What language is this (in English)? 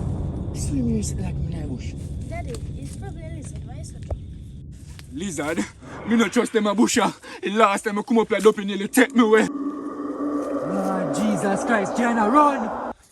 Jamaican Creole English